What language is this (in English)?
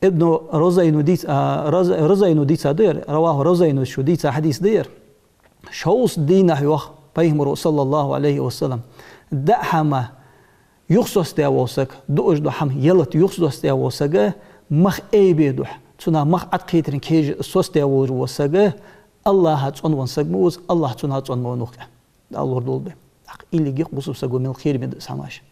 Ingush